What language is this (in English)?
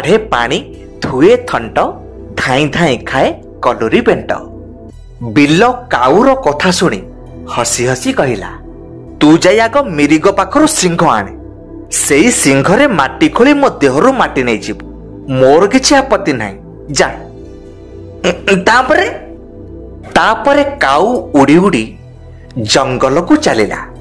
Odia